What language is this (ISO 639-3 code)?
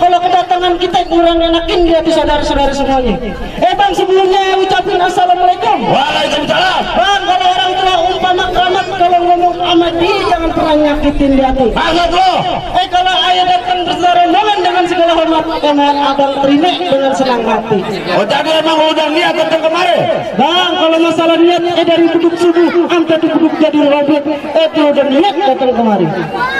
bew